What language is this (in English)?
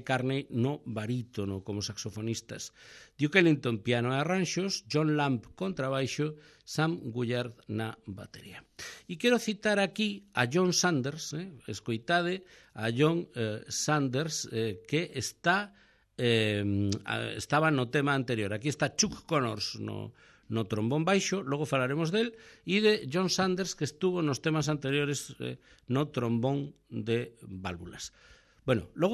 Galician